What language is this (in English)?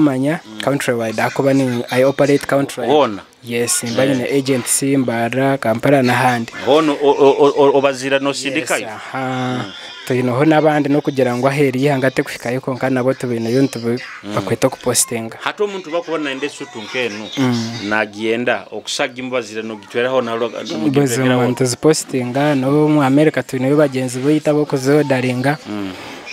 Nyoro